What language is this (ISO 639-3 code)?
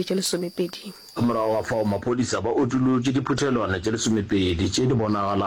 nso